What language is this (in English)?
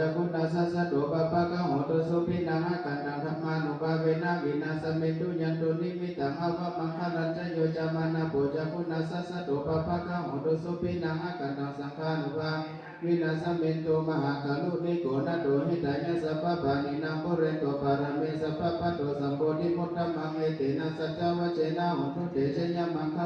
Pali